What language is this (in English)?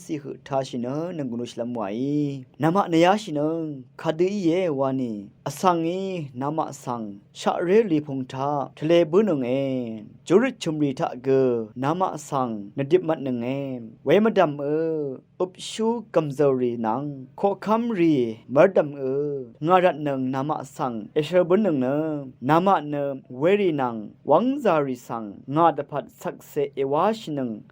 Rawang